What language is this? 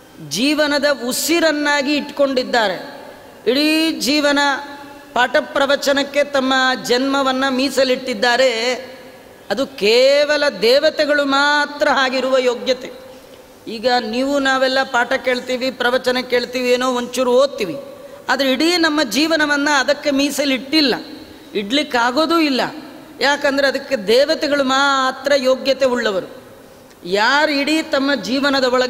Kannada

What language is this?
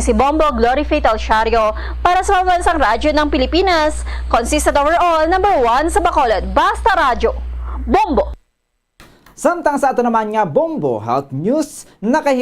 Hiligaynon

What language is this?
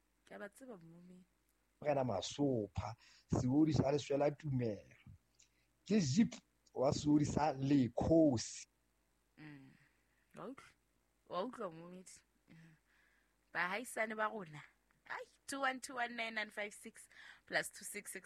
Southern Sotho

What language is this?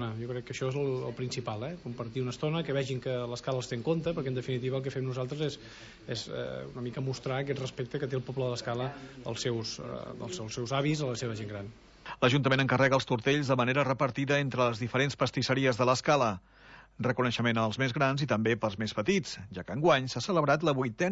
Catalan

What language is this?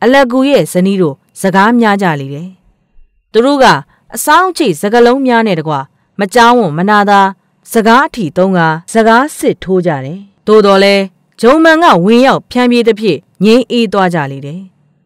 Burmese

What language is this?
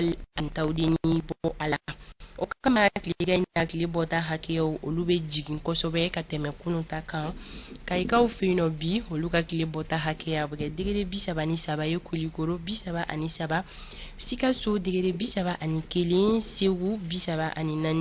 Bambara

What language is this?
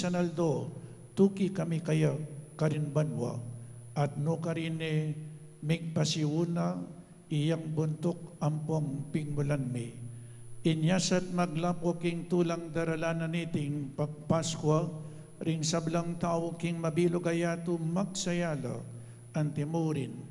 Pampanga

